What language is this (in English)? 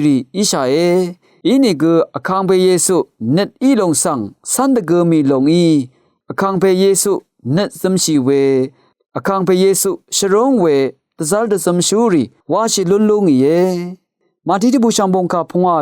Rawang